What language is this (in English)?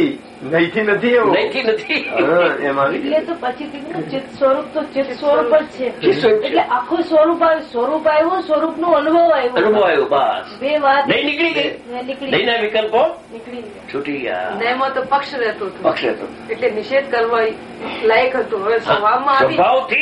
Gujarati